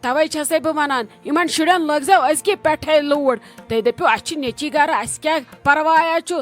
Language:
Kashmiri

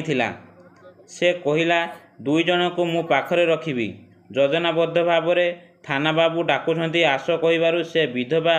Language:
Odia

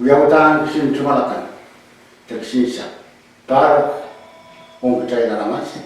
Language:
Pohnpeian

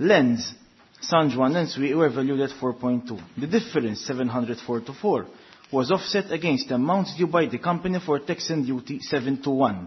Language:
Maltese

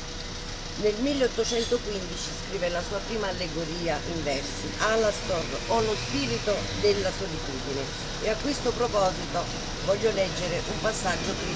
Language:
Italian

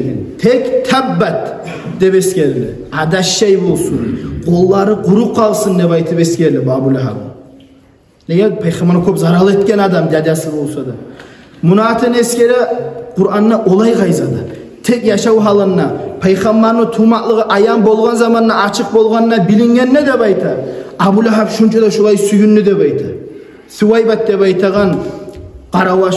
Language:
Kumyk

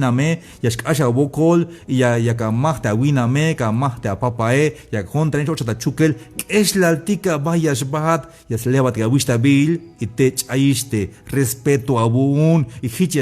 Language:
Tzeltal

